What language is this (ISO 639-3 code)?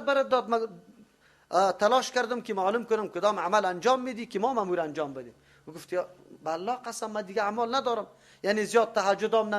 fas